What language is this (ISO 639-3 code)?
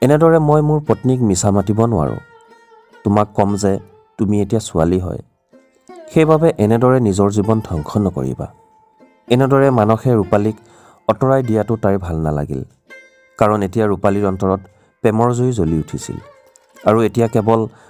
asm